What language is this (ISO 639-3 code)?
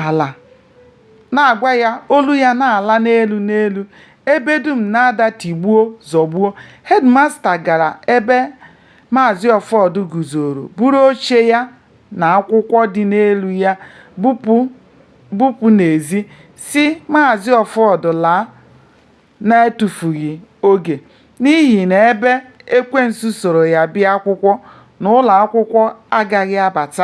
ibo